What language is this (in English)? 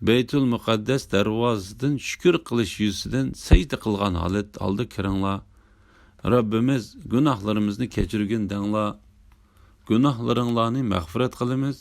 Uyghur